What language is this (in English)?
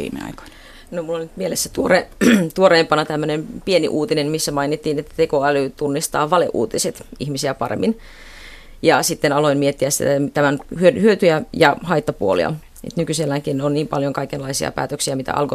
Finnish